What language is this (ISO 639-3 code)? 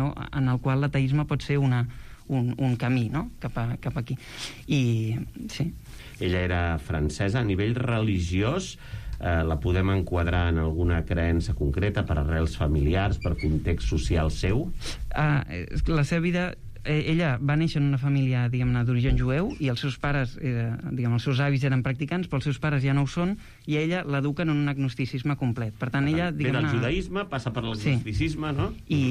cat